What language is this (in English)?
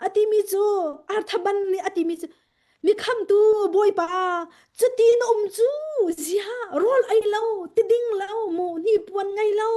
Hakha Chin